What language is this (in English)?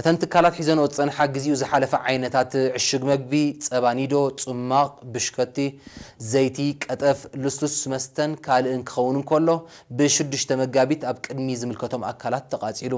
Tigrinya